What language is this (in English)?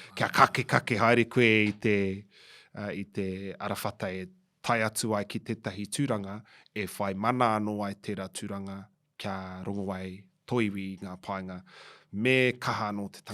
Māori